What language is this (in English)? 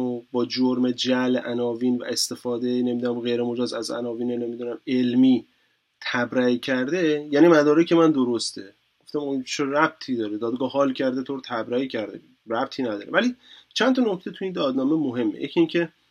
Persian